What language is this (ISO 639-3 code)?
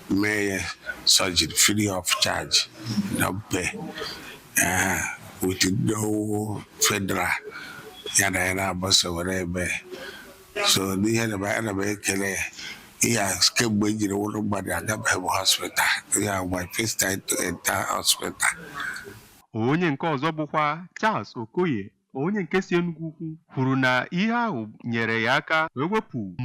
ibo